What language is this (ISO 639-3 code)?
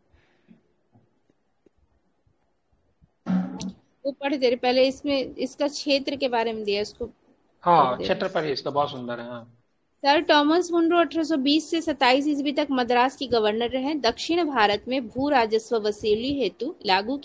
hin